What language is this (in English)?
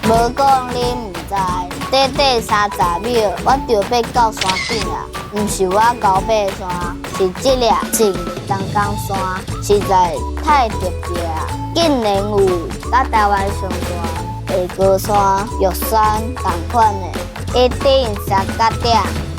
Min Nan Chinese